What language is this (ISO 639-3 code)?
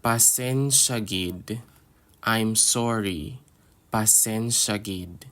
hil